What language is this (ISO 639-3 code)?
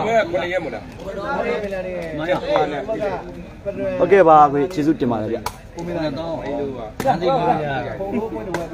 mya